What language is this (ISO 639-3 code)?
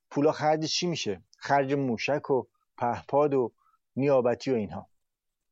fas